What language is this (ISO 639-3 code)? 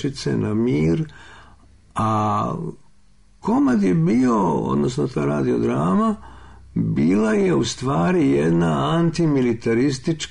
srp